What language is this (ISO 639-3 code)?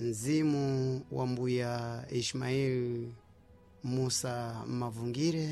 seh